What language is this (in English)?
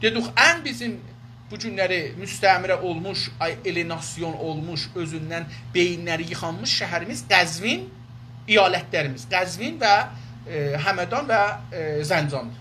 South Azerbaijani